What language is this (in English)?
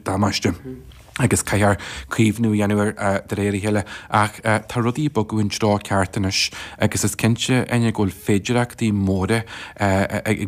Irish